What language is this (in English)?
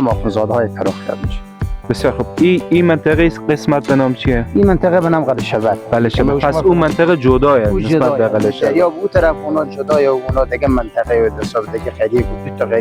Persian